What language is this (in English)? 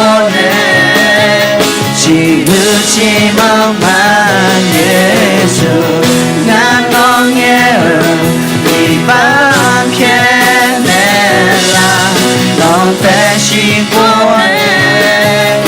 Akha